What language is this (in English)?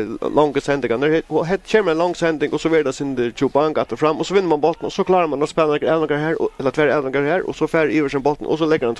Faroese